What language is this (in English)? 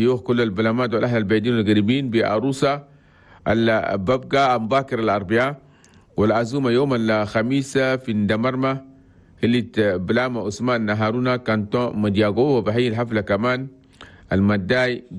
Chadian Arabic